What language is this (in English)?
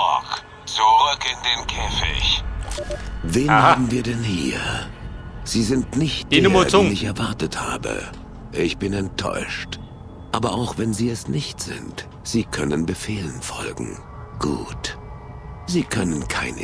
Bavarian